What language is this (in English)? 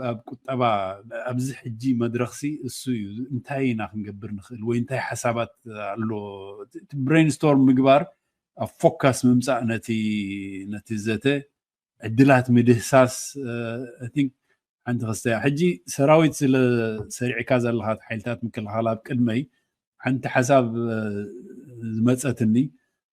Tigrinya